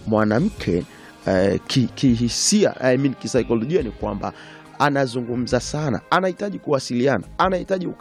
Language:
Swahili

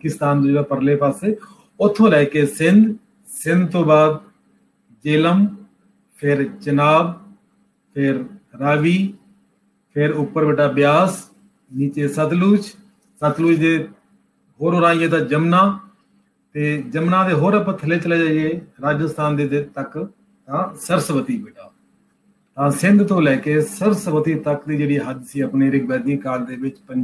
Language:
Punjabi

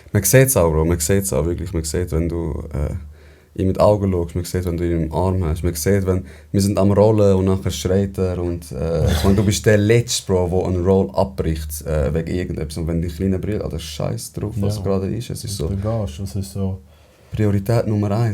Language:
Swiss German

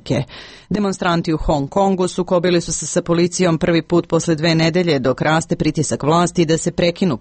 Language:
Serbian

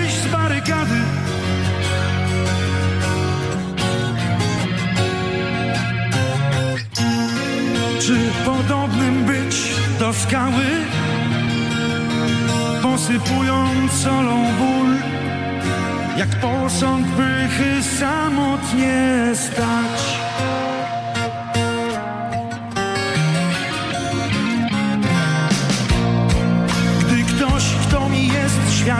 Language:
Polish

